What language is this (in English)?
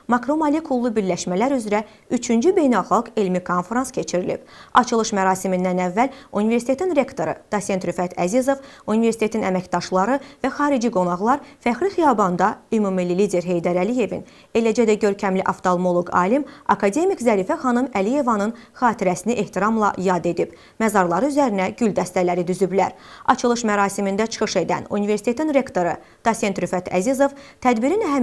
Azerbaijani